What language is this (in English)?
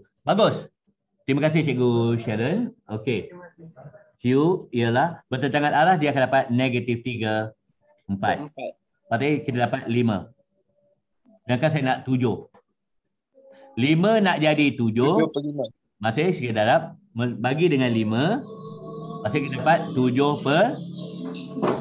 Malay